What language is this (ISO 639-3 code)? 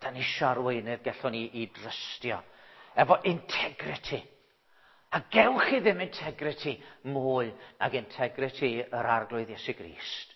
cym